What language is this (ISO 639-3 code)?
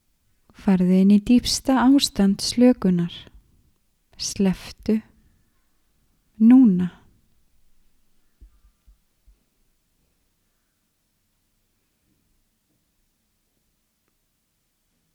isl